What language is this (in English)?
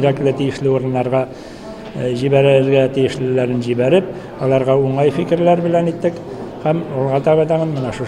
Tatar